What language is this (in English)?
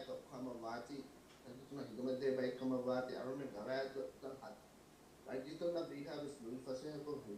Divehi